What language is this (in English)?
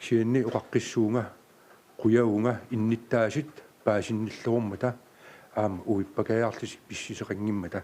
Kalaallisut